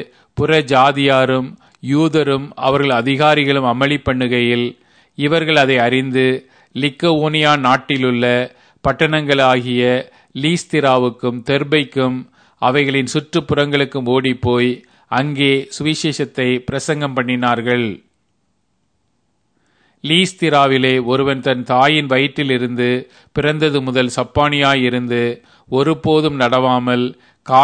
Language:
Tamil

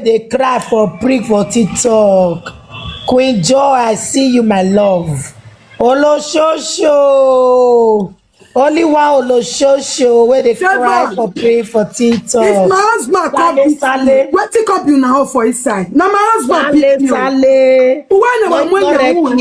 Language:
Nigerian Pidgin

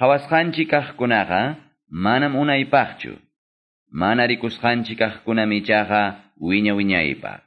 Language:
Quechua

